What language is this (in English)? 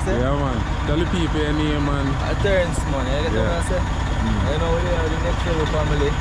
Jamaican Creole English